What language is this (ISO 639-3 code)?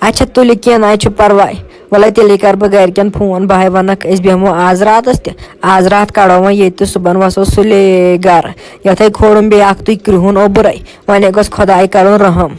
kas